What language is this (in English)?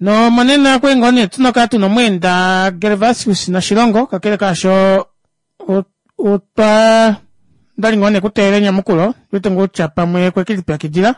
Kuanyama